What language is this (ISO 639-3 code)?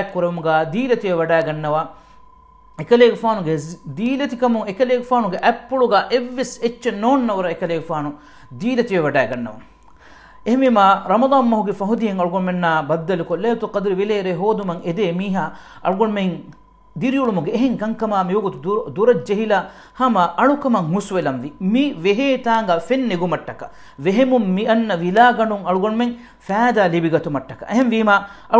div